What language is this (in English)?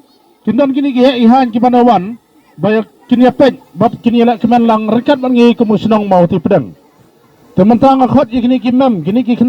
Khasi